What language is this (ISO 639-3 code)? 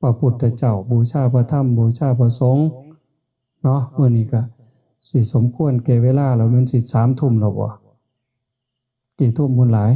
tts